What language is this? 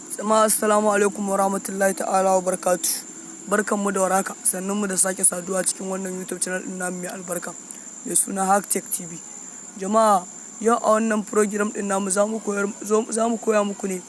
Hausa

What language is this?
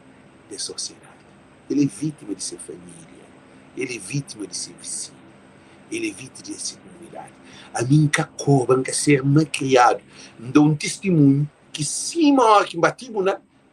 Kabuverdianu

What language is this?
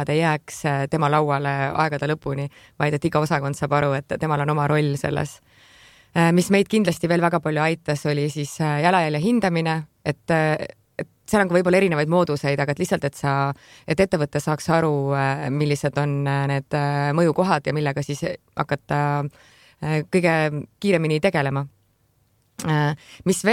Estonian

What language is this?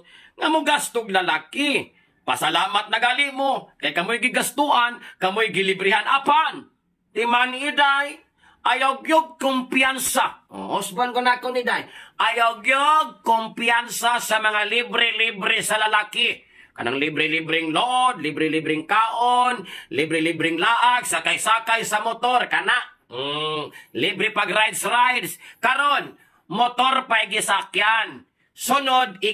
Cebuano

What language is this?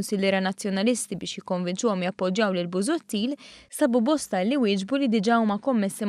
Maltese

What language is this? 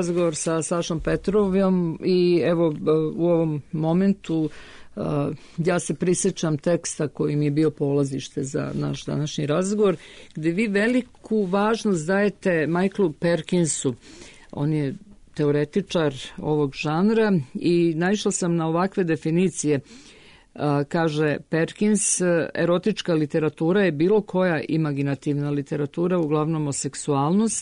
Croatian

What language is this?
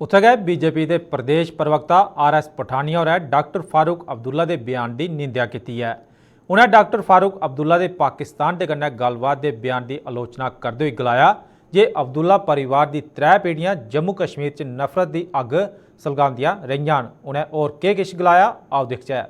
Dogri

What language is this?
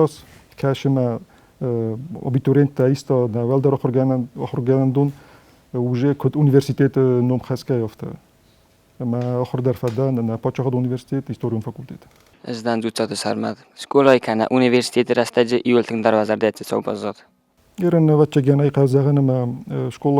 Ossetic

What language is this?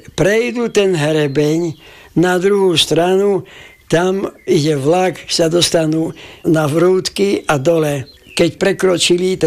Slovak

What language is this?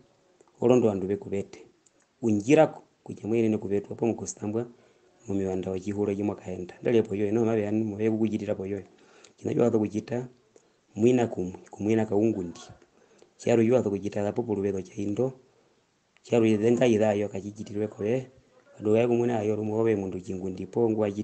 Herero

